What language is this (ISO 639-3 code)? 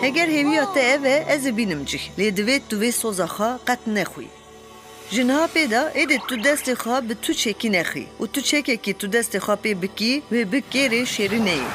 kur